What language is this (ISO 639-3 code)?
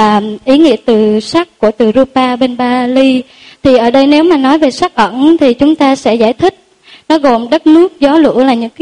vie